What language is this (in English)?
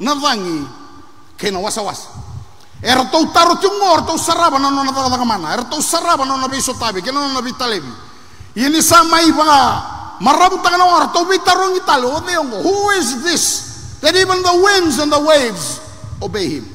Fijian